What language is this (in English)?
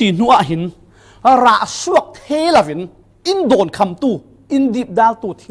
Falam Chin